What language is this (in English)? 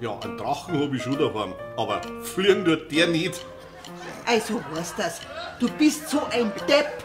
Bavarian